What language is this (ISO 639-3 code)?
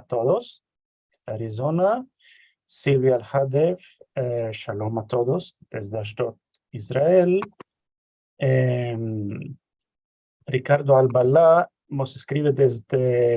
lad